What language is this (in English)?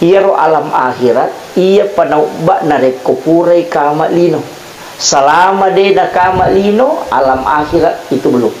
Buginese